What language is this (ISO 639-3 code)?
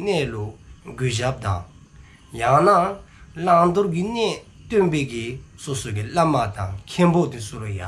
dzo